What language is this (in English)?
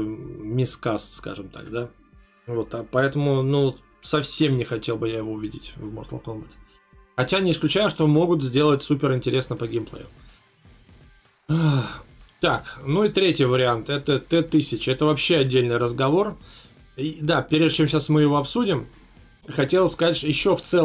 Russian